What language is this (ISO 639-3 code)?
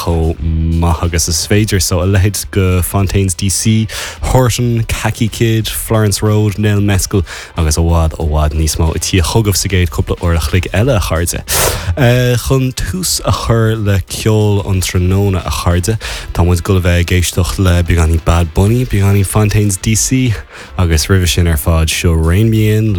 gle